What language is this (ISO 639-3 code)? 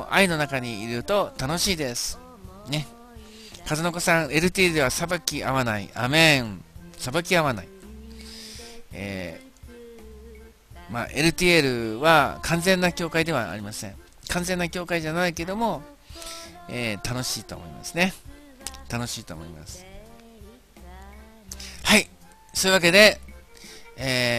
jpn